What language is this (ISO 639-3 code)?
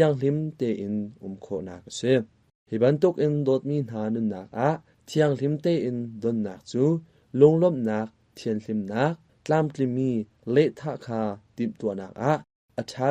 cnh